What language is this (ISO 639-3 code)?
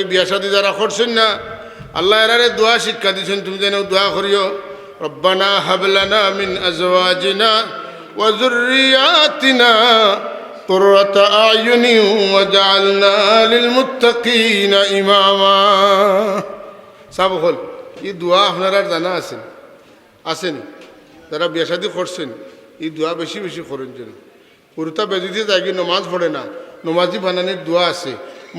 syl